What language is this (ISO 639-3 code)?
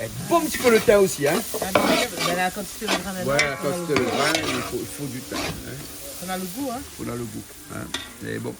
rcf